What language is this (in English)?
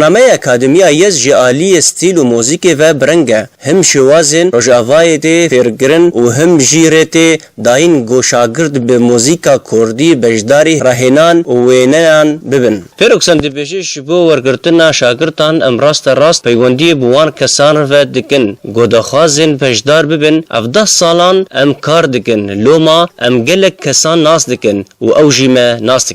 Kurdish